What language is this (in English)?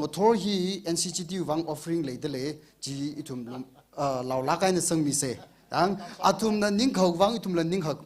Tangkhul Naga (India)